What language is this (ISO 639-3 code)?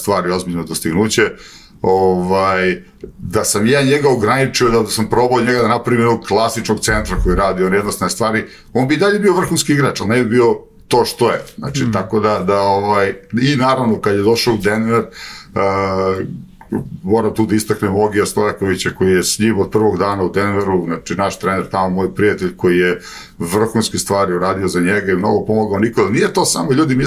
srp